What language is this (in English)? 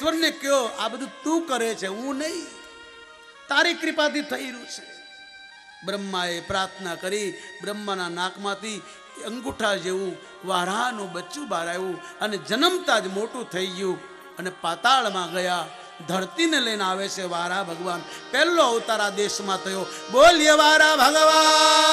Gujarati